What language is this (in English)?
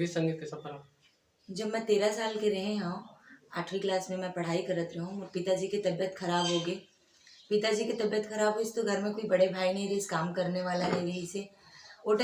Chhattisgarhi